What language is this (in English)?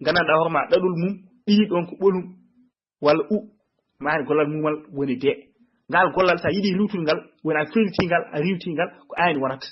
Fula